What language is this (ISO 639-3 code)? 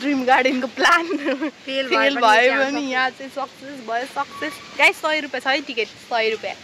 nep